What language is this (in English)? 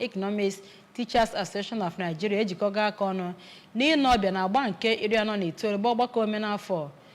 Igbo